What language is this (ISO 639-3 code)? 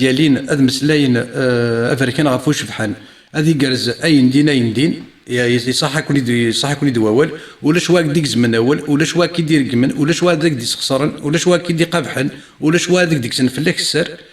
kab